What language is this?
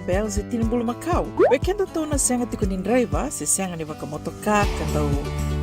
Fijian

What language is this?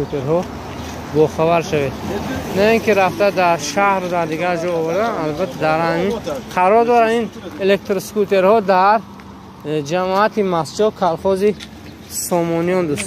Tajik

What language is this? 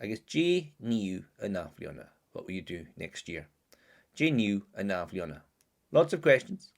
Scottish Gaelic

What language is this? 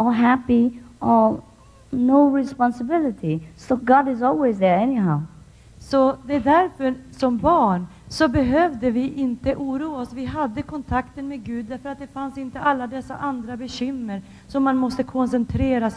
Swedish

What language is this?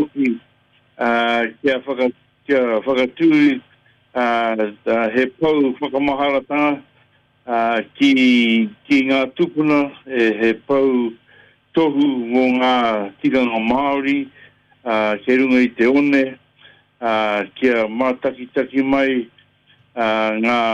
Māori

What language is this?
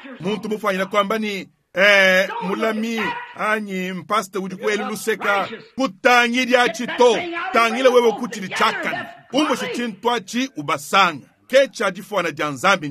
Luba-Lulua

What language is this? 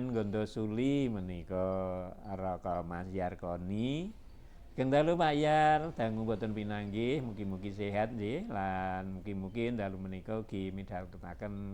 Javanese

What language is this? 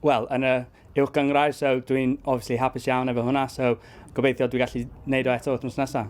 Welsh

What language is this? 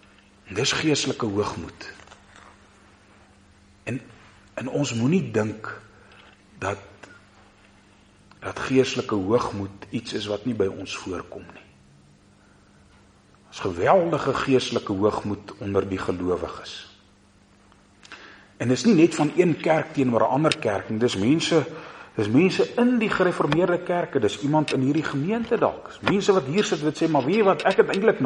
Afrikaans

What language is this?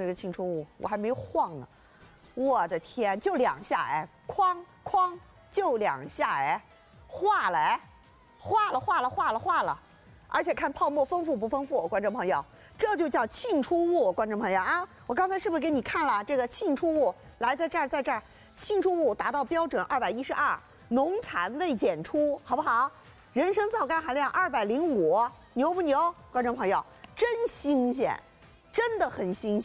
Chinese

